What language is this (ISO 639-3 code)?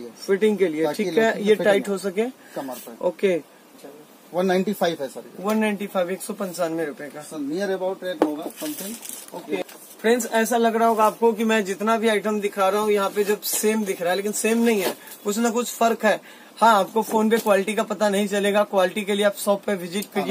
hin